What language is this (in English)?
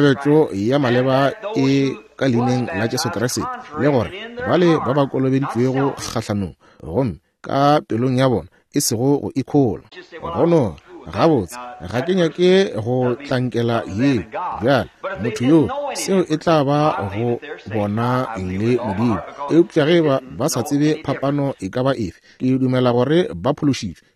Northern Sotho